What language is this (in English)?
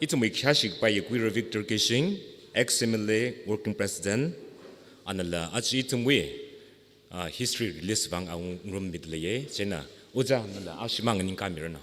Tangkhul Naga (India)